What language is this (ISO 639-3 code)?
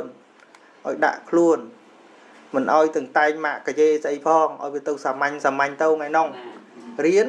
khm